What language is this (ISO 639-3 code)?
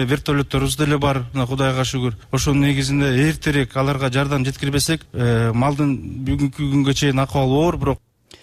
kir